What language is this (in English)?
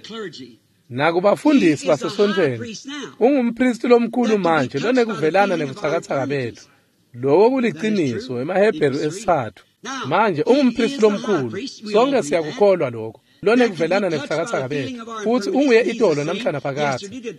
Swati